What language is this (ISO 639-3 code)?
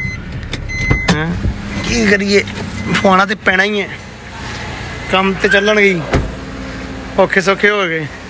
pan